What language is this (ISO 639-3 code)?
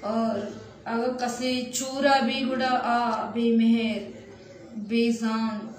bal